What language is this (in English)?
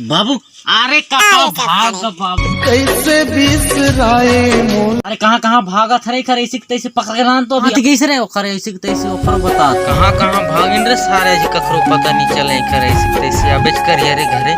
Chhattisgarhi